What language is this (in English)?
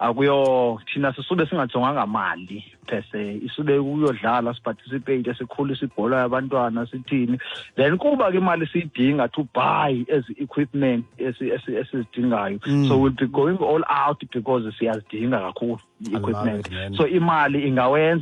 Xhosa